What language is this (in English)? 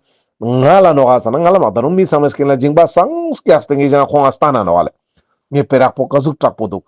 Ladakhi